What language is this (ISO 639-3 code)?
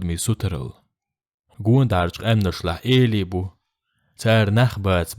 che